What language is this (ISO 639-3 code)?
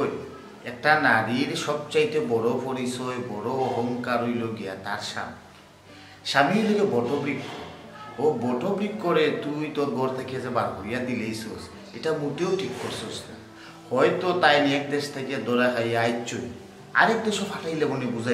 syl